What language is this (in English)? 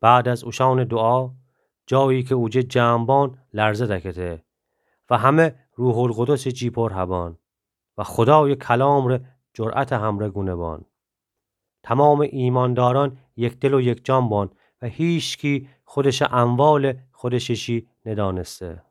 Gilaki